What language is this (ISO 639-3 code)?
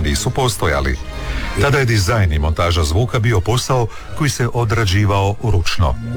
hrv